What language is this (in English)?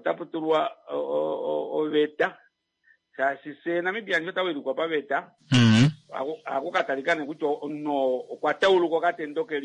Kuanyama